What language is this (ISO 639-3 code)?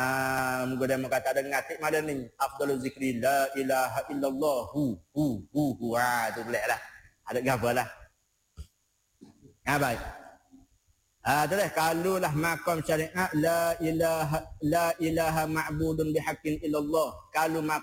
msa